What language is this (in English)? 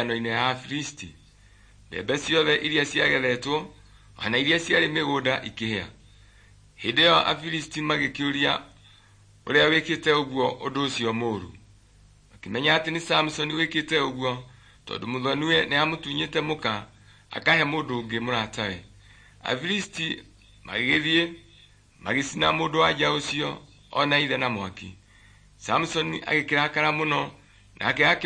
Kikuyu